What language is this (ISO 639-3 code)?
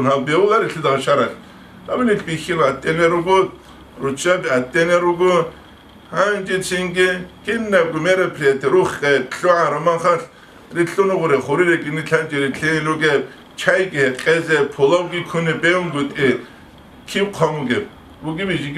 ava